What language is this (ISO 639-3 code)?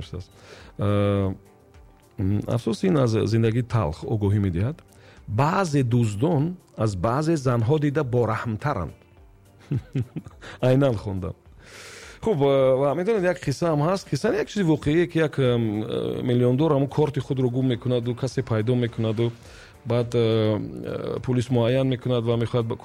tgk